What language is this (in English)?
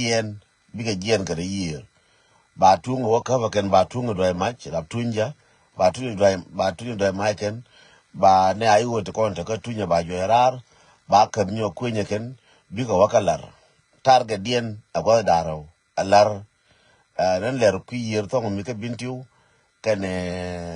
Nuer